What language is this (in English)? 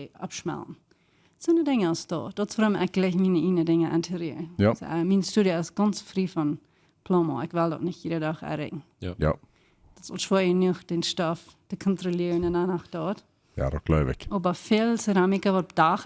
Plautdietsch